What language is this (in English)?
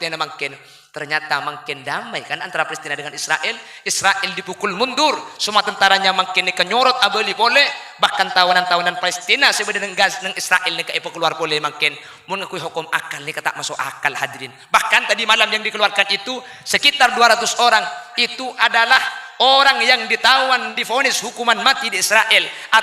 Madurese